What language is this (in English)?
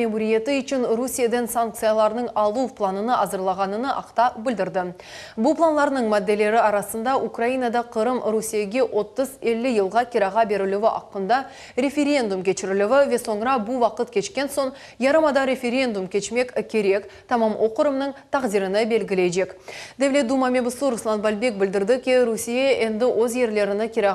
Crimean Tatar